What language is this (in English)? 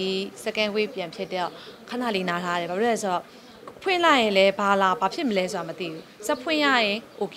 Burmese